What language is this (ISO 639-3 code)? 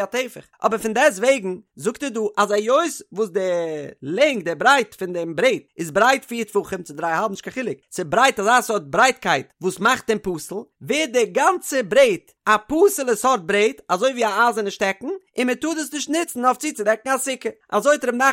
yid